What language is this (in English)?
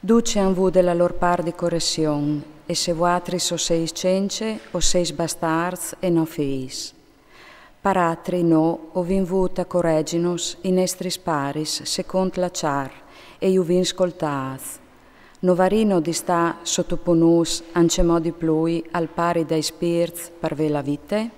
Friulian